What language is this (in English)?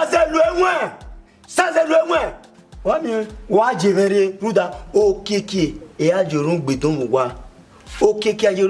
Bini